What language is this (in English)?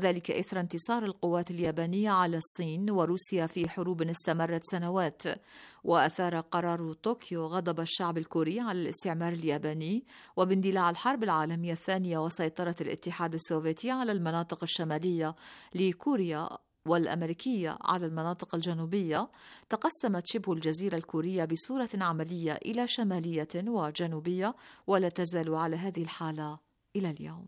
Arabic